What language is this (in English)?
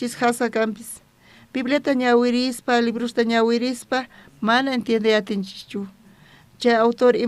South Bolivian Quechua